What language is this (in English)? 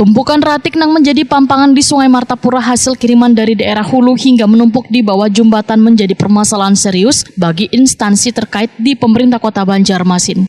Banjar